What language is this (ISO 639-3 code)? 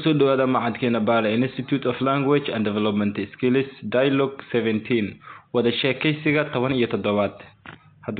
som